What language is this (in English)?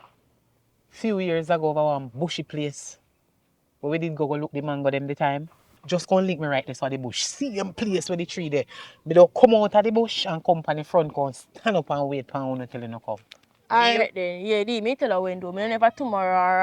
Jamaican Creole English